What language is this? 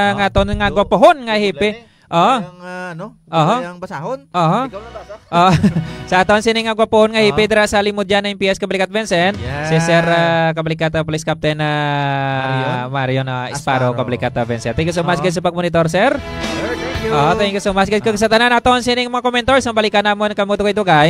Hiligaynon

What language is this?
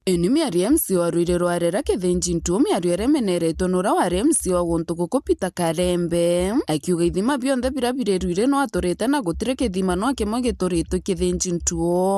Meru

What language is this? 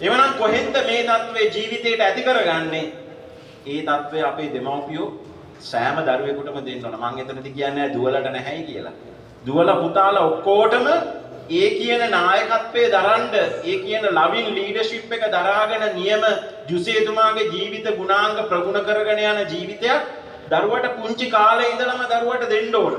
Sinhala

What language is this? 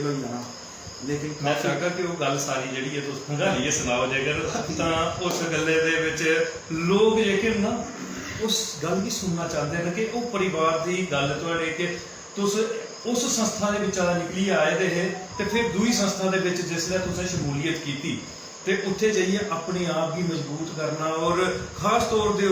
Dogri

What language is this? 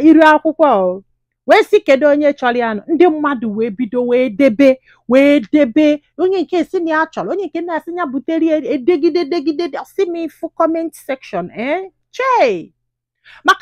Igbo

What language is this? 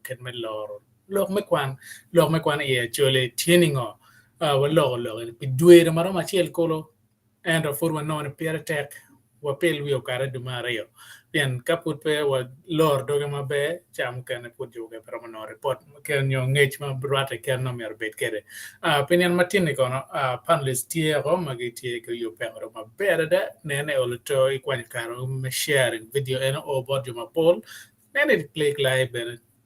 Acoli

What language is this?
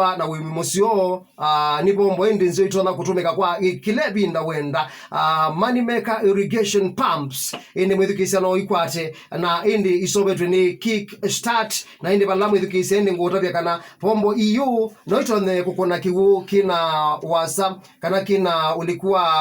Kamba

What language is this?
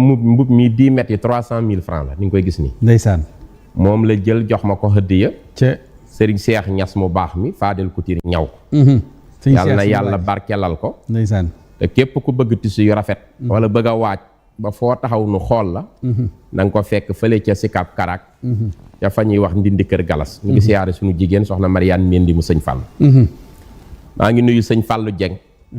Wolof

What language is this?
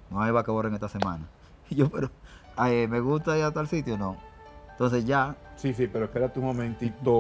Spanish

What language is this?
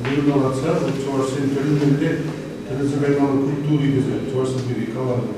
Chuvash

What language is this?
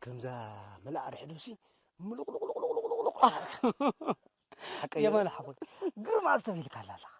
Tigrinya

